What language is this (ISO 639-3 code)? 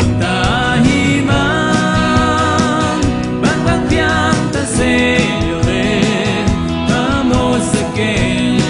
ctd